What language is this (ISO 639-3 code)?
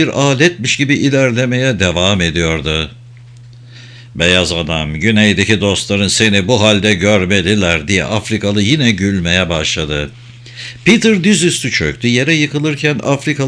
tur